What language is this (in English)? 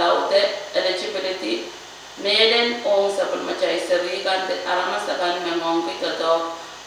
Pohnpeian